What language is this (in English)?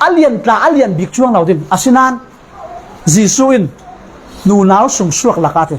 Falam Chin